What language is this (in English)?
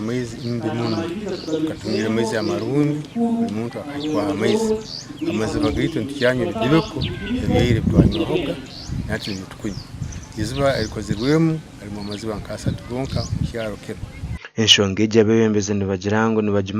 Nyankole